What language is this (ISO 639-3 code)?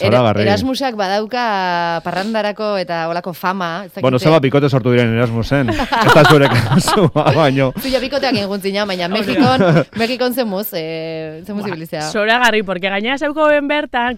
eus